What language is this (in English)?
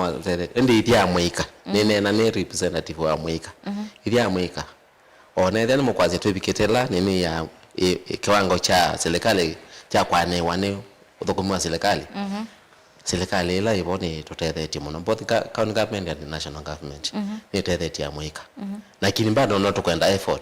Kamba